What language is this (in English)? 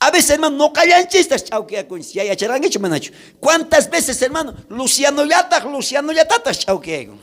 South Bolivian Quechua